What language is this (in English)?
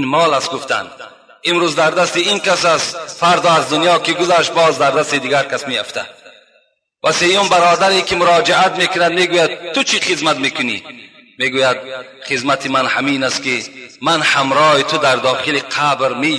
Tajik